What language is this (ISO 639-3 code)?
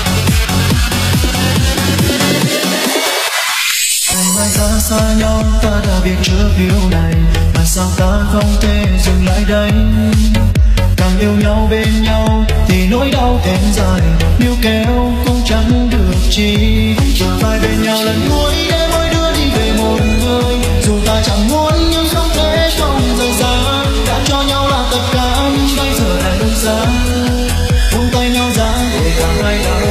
vie